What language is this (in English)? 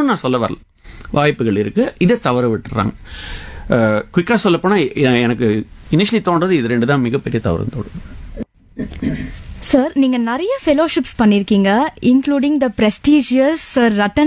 Tamil